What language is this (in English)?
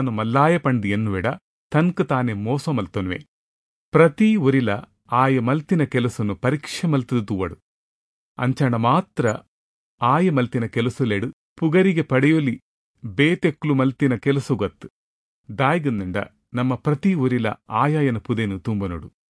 Tulu